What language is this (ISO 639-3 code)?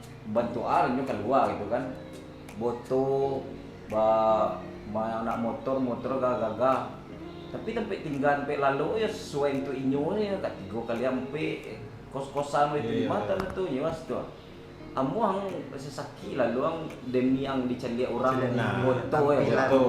min